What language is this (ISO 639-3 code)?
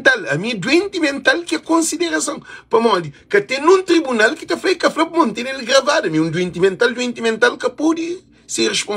kea